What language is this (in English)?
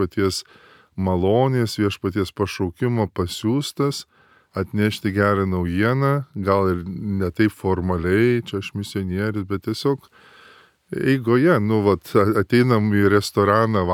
Lithuanian